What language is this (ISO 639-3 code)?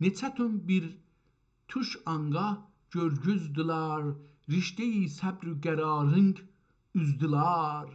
azb